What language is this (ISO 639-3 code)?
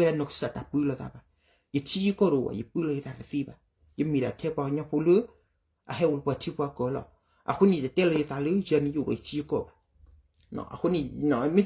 ksw